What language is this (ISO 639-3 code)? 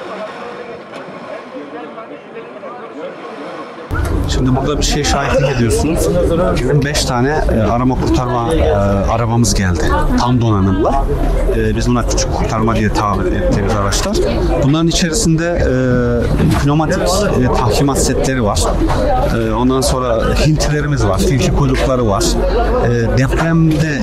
tur